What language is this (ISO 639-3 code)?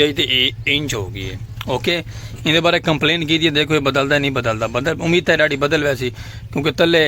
skr